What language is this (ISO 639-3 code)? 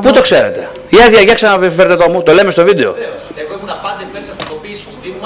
ell